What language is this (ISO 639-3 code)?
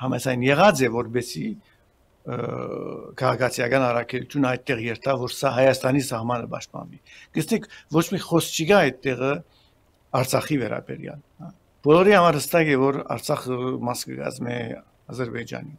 hye